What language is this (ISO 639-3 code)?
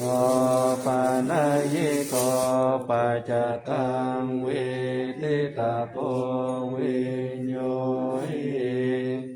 pli